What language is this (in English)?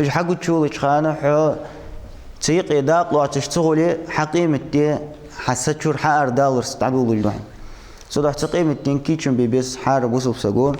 Ingush